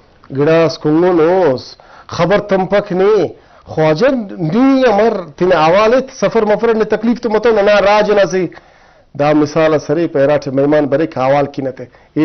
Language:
Brahui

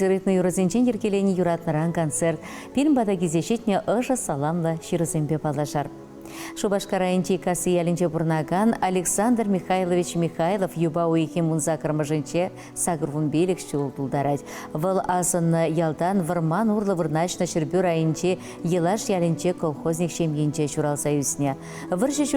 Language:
Chuvash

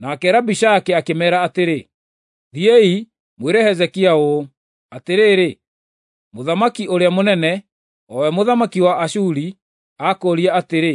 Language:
Kikuyu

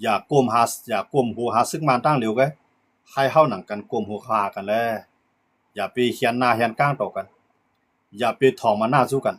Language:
Shan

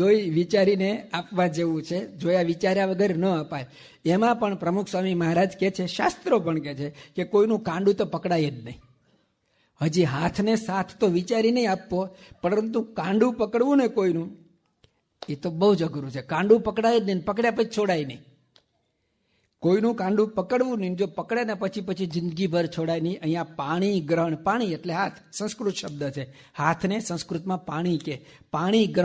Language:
Gujarati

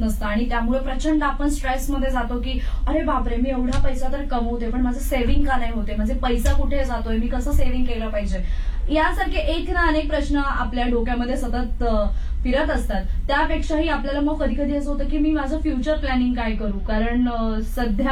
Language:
Marathi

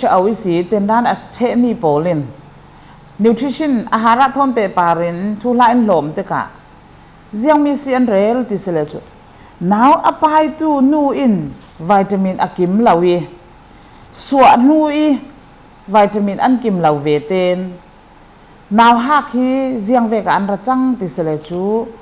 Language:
Falam Chin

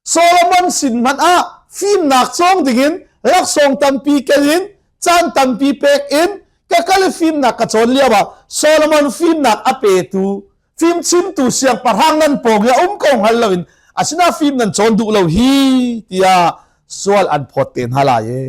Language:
Hakha Chin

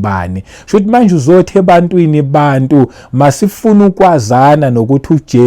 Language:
Zulu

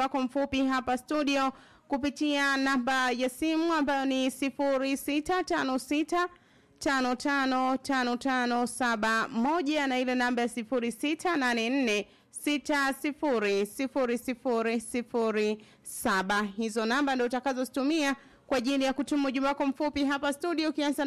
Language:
Swahili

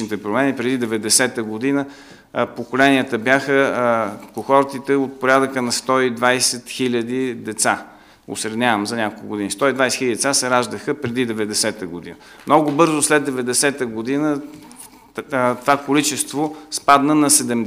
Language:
Bulgarian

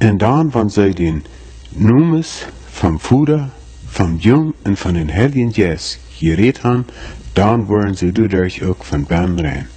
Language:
Plautdietsch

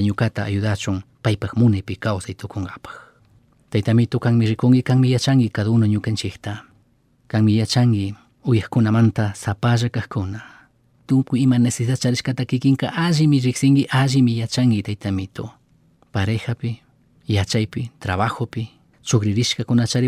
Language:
Chimborazo Highland Quichua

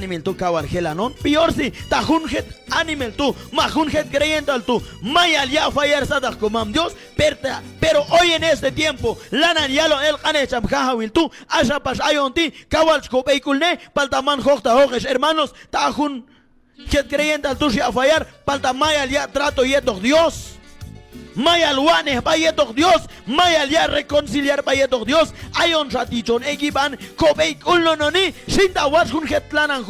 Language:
Q'anjob'al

